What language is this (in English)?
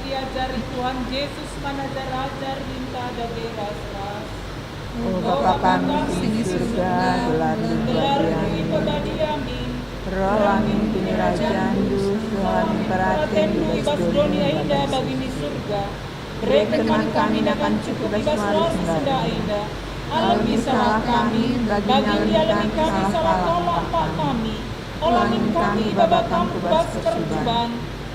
Batak Karo